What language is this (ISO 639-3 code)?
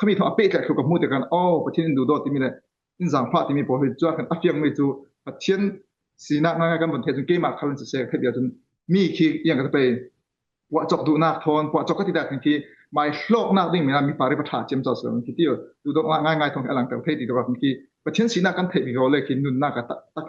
cfm